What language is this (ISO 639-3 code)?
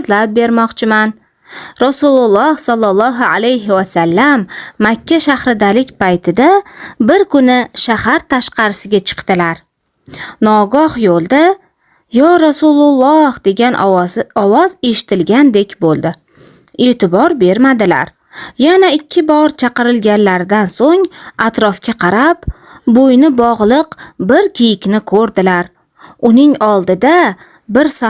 uzb